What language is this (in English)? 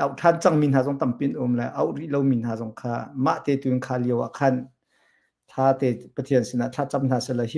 Hakha Chin